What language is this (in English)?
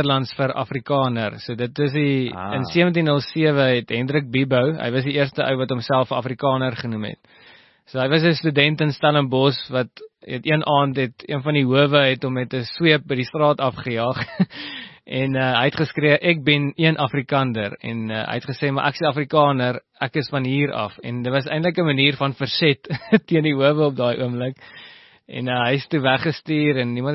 Afrikaans